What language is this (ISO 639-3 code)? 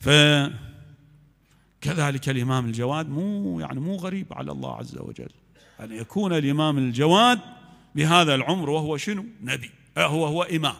acm